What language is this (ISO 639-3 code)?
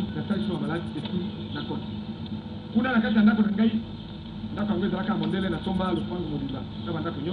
lin